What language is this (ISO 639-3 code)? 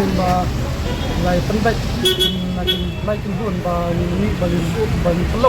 kha